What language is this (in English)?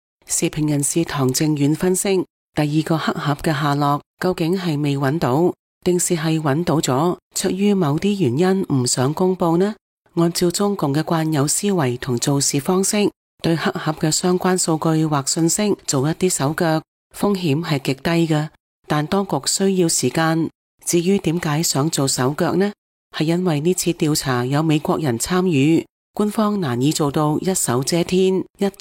Cantonese